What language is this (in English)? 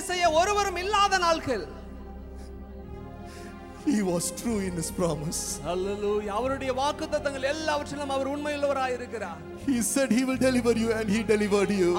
Tamil